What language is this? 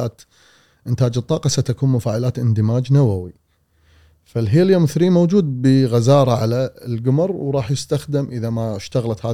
Gulf Arabic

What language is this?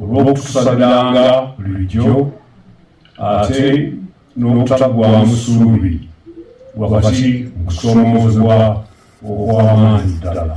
Ganda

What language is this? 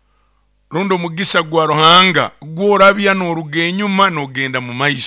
Nyoro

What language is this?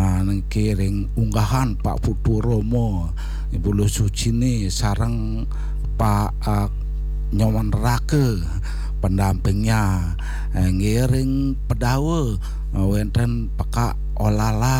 Balinese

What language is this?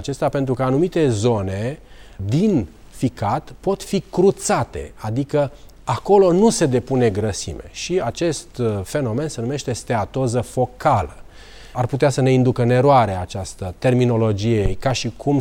Romanian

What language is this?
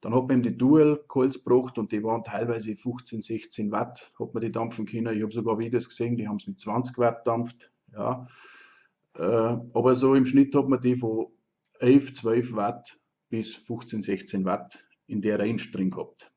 Bavarian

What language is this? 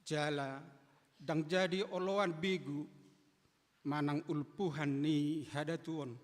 Batak Toba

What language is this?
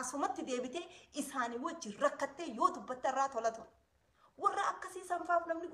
Oromo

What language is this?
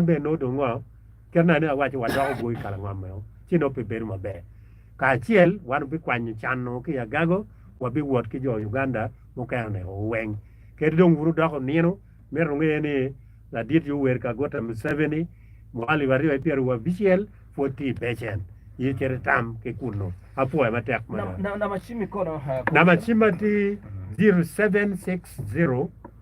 Acoli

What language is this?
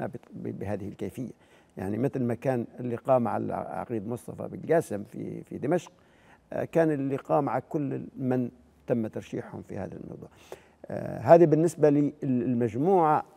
Arabic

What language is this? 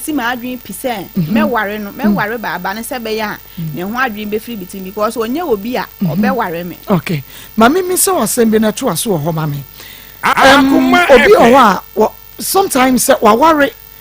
Akan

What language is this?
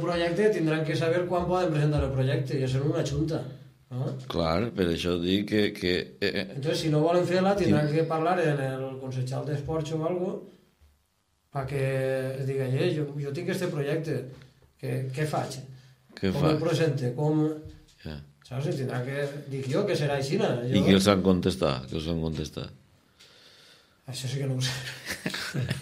Catalan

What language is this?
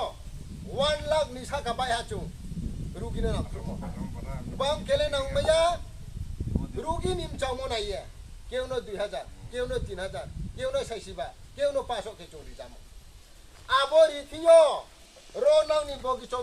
Riang (India)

